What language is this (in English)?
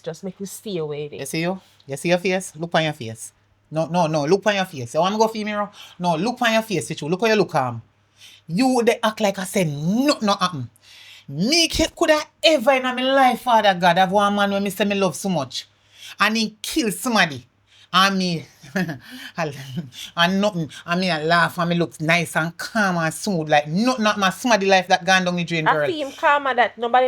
Jamaican Creole English